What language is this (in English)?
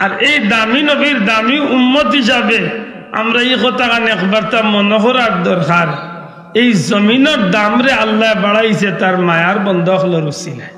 Sylheti